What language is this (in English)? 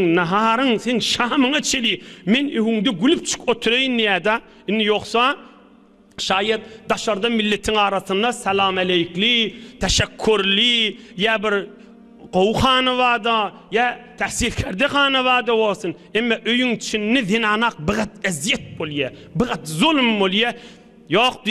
Turkmen